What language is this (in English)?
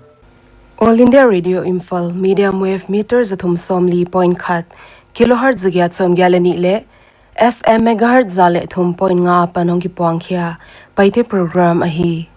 Paite Chin